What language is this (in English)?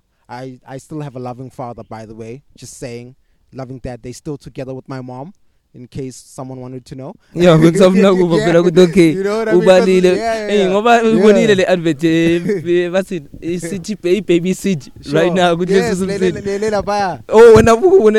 English